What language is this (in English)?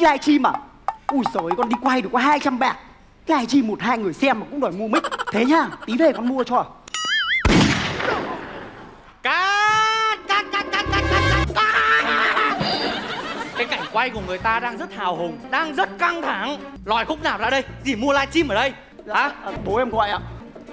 Vietnamese